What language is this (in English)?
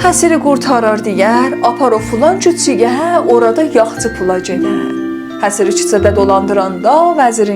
South Azerbaijani